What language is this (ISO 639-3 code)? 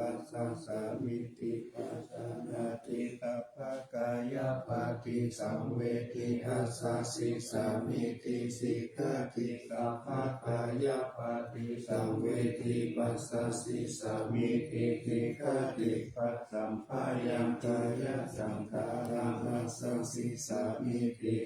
pli